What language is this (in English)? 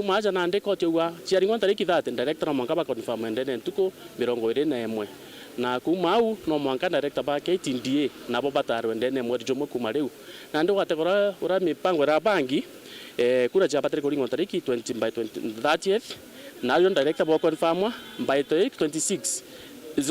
Meru